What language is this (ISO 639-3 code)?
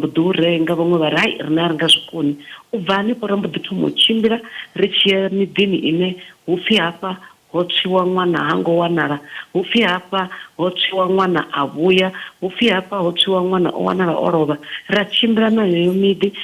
ven